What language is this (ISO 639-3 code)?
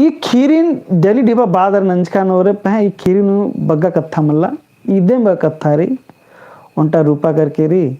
kru